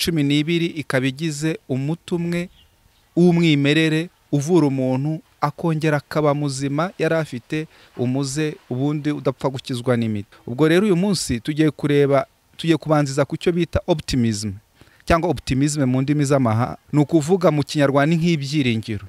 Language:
Kinyarwanda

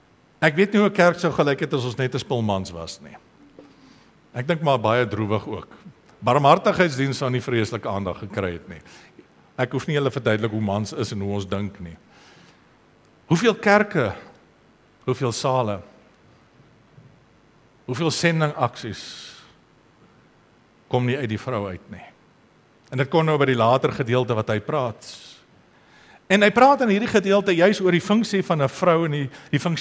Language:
Afrikaans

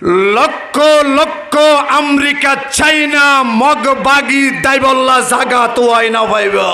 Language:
Rohingya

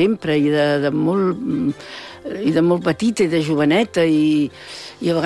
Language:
Catalan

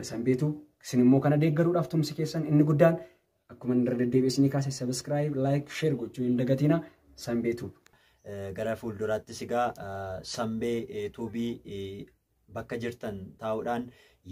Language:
Oromo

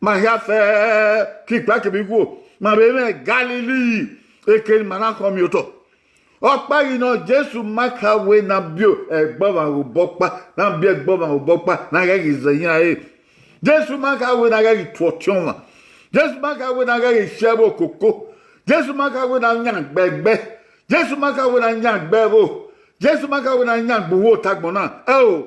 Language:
Bini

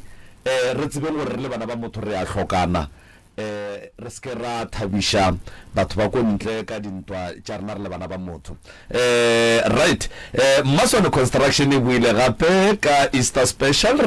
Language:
Northern Sotho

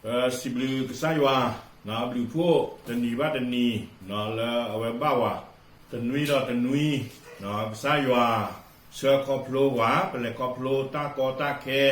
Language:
S'gaw Karen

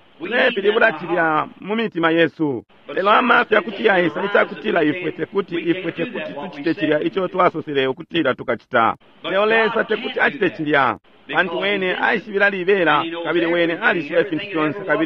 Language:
Bemba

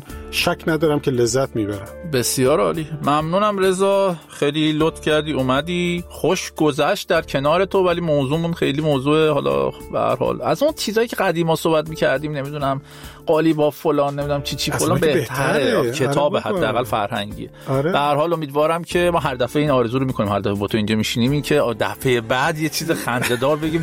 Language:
Persian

